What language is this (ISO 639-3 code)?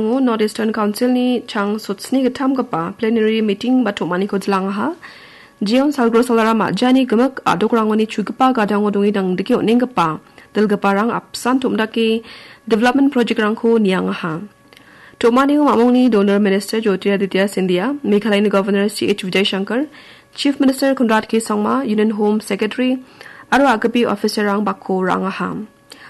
grt